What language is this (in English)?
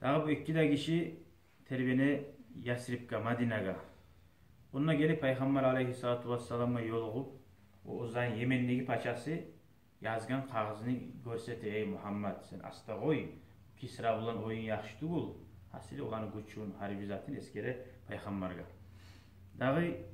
Kumyk